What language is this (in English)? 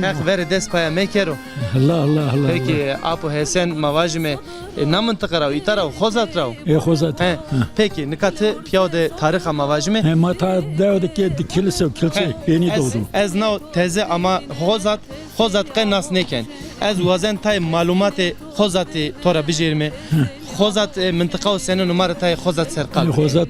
Zaza